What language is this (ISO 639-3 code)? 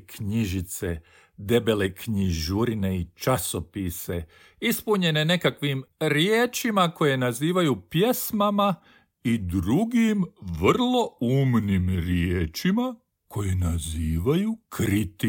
hrv